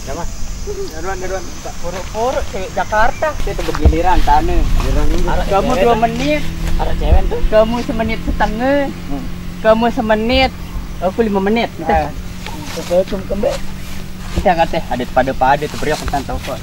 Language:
Sasak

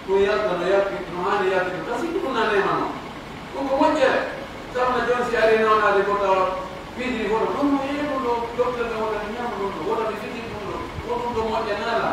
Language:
Pular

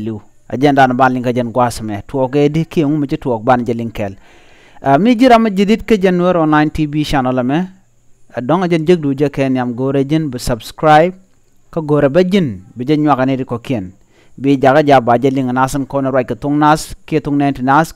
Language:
Nuer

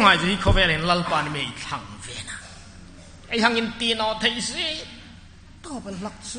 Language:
Hmar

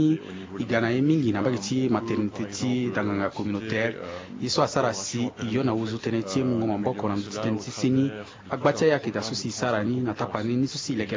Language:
Sango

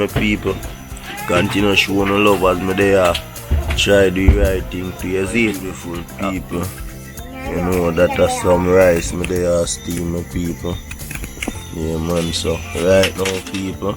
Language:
Jamaican Creole English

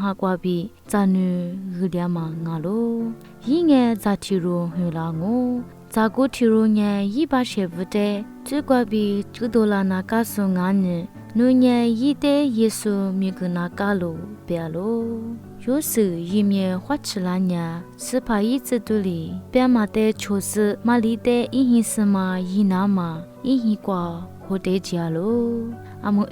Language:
Lisu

